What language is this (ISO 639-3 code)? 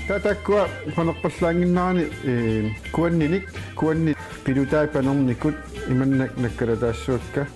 kal